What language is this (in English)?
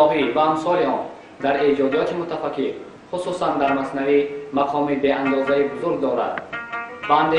Tajik